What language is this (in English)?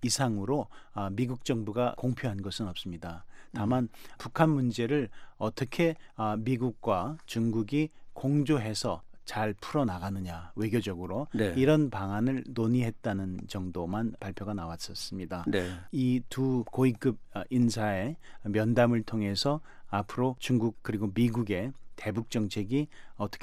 Korean